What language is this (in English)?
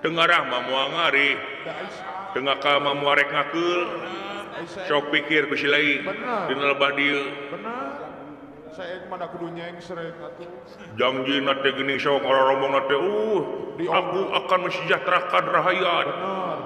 Sundanese